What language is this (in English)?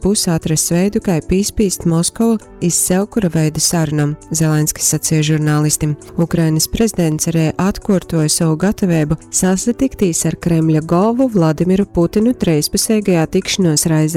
Latgalian